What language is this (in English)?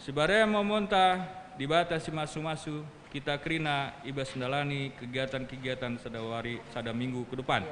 Batak Karo